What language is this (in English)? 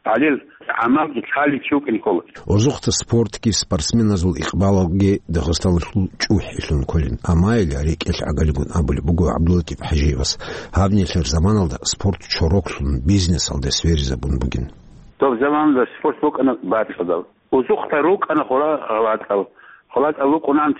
Avaric